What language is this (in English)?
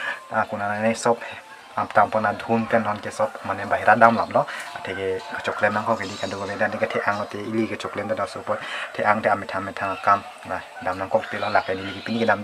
Karbi